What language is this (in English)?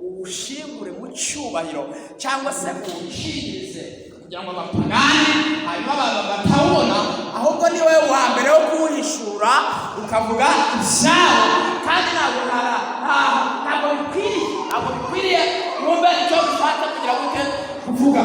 Kinyarwanda